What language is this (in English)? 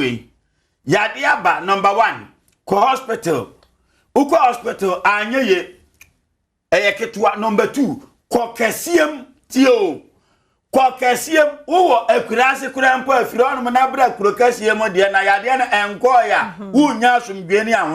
Akan